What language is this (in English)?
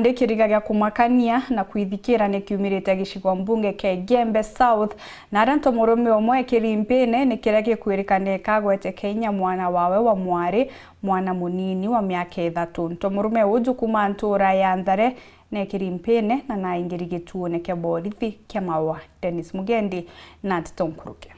Meru